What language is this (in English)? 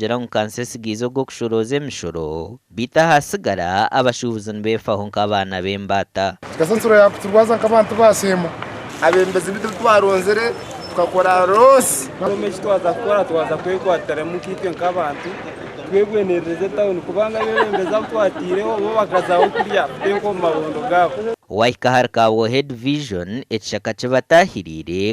Nyankole